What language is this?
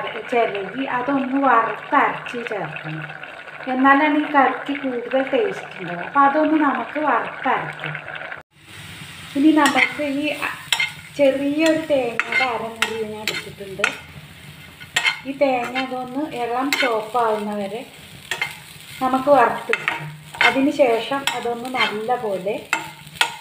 Malayalam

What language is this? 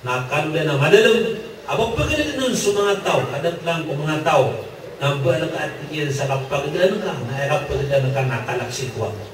Maranao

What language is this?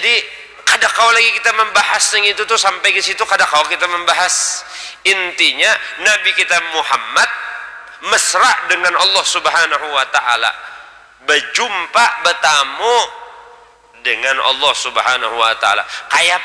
Banjar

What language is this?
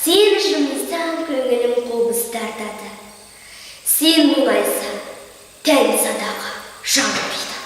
Kazakh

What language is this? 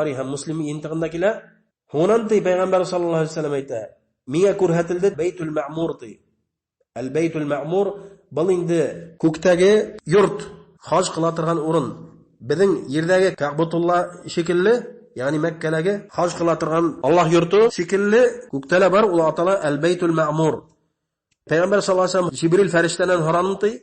Bashkir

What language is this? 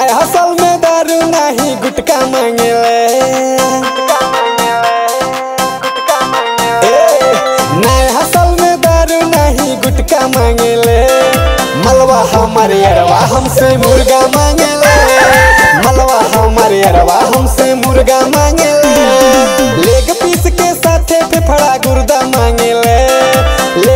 Bhojpuri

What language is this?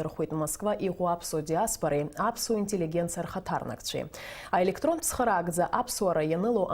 Abkhazian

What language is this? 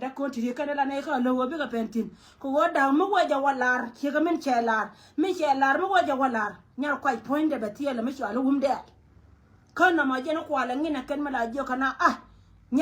Nuer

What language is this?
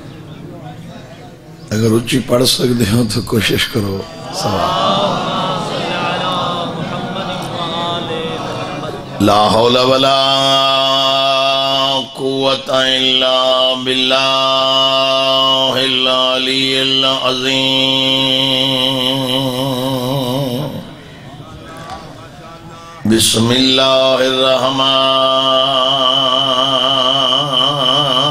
Urdu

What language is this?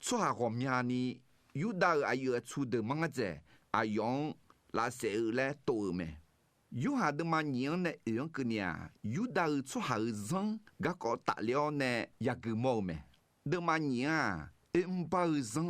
Akha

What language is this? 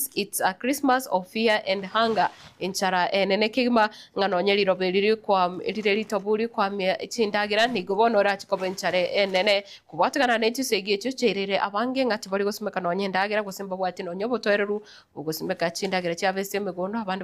Gusii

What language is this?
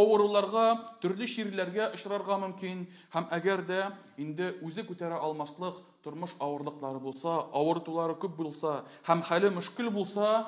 Tatar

